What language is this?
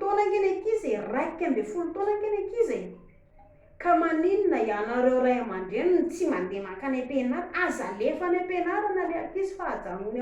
Malagasy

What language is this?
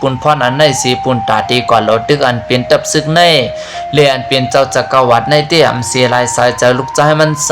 Shan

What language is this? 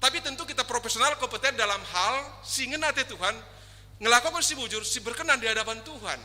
Batak Karo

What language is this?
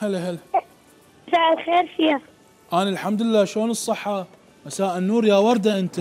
Mesopotamian Arabic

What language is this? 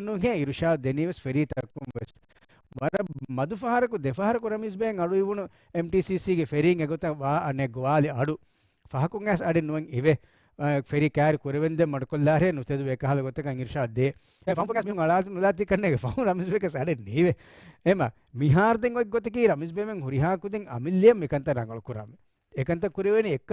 Divehi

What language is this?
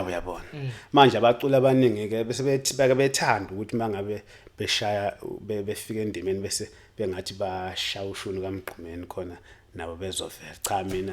Zulu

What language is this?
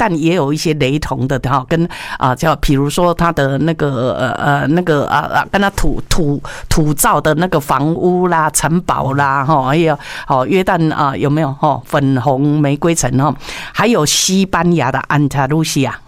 Chinese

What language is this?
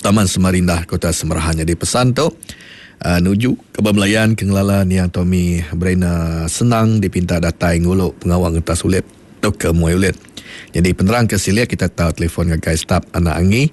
Iban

